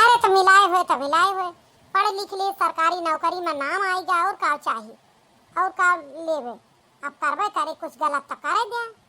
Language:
Awadhi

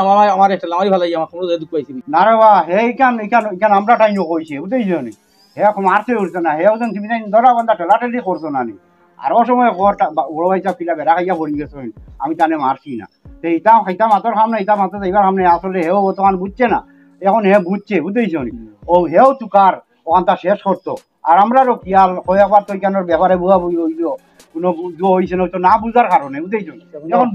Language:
Sylheti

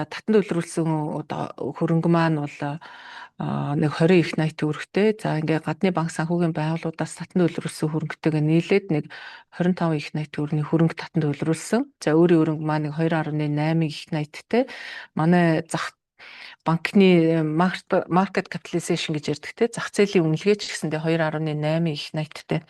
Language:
Mongolian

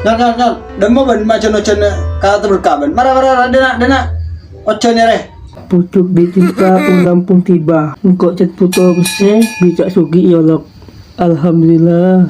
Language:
Madurese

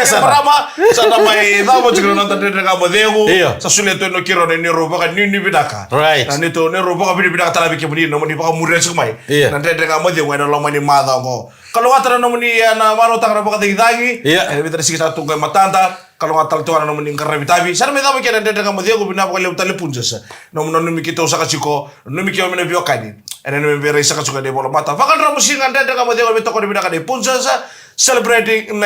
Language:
Fijian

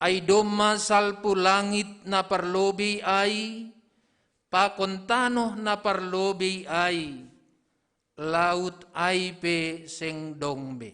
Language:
Batak Simalungun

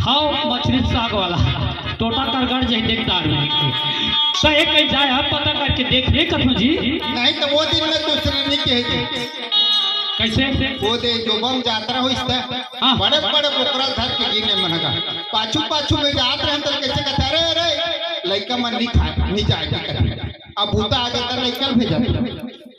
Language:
Chhattisgarhi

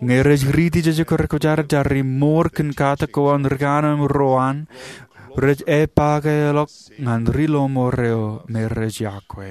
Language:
Marshallese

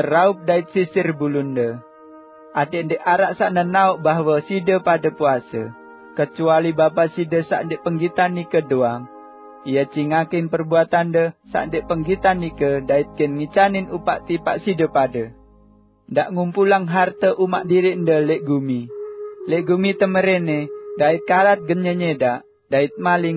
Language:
Sasak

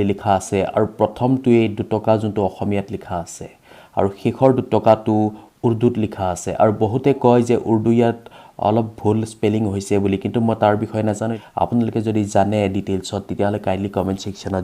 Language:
Assamese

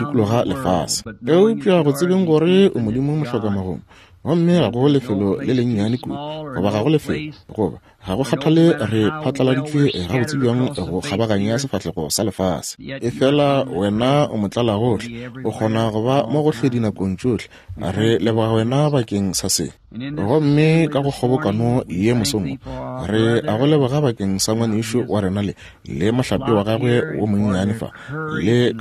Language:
Northern Sotho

